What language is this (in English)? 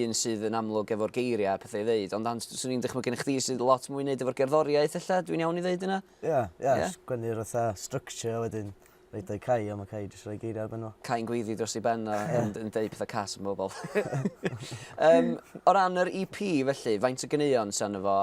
Welsh